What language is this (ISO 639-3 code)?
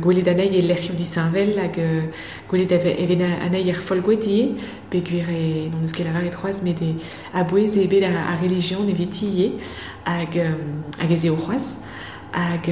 bre